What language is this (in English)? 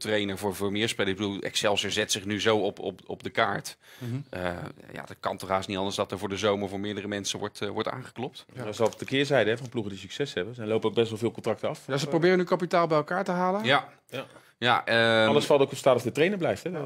Dutch